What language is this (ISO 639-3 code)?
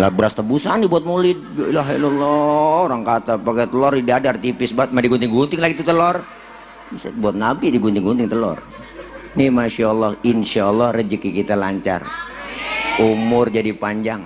bew